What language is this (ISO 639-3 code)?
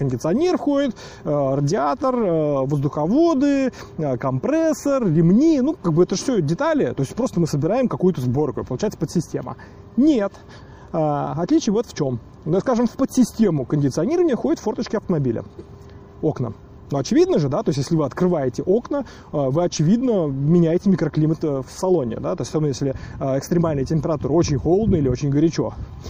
rus